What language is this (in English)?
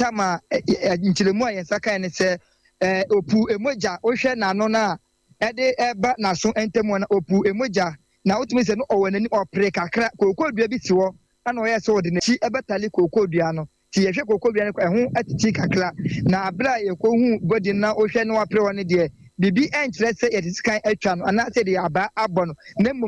Akan